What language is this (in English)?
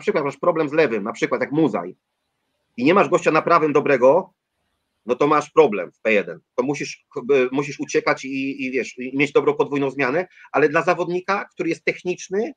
Polish